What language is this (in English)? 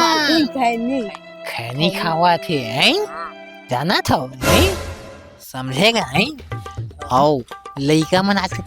Chhattisgarhi